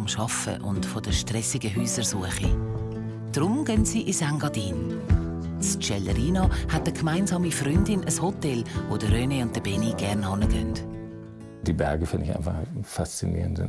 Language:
Swiss German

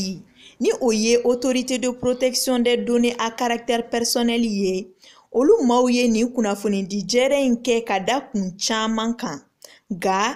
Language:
Bambara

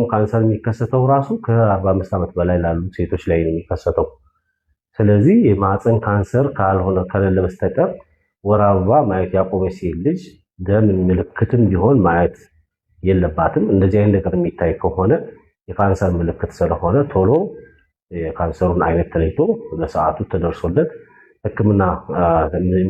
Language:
Amharic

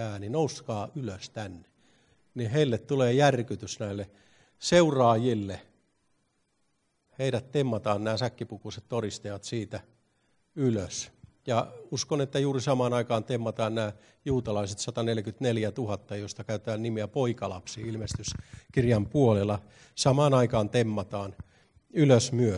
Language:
Finnish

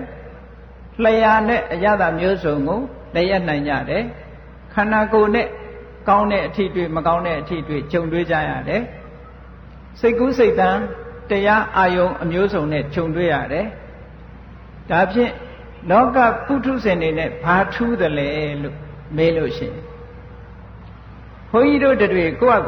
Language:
Burmese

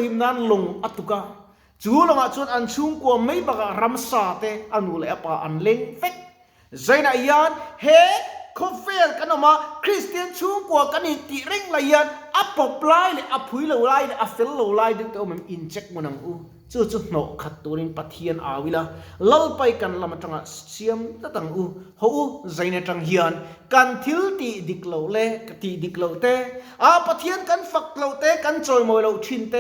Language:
Mizo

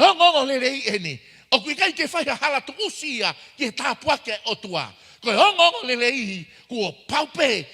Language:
Tongan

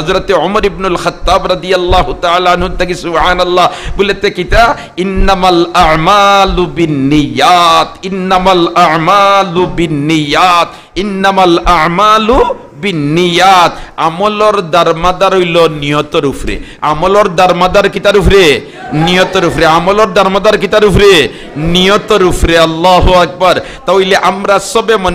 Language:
Sylheti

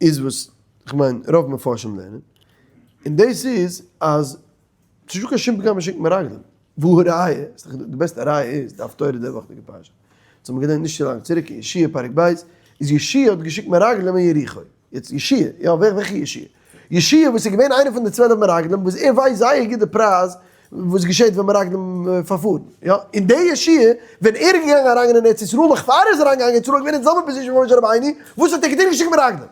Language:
Yiddish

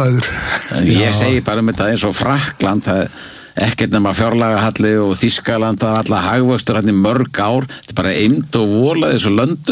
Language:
Icelandic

